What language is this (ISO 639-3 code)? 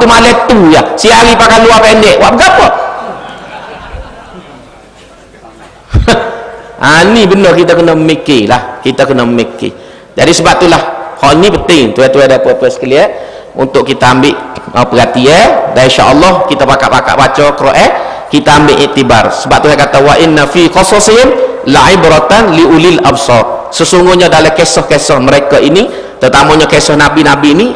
msa